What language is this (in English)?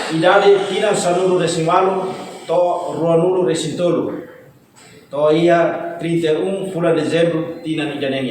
Tetum